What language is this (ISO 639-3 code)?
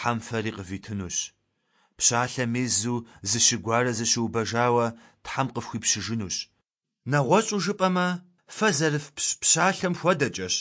kbd